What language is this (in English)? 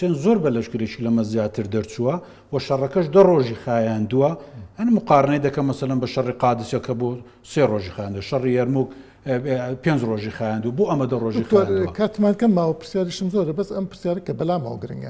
Central Kurdish